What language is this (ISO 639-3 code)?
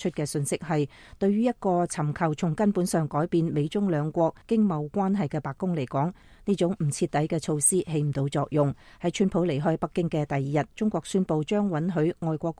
yue